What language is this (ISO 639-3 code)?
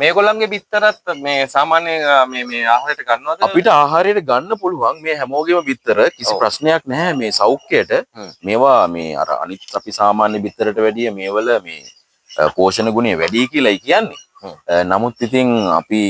sin